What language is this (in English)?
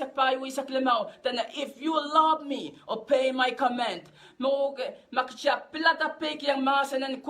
Pohnpeian